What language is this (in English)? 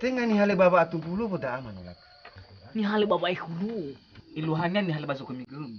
Nias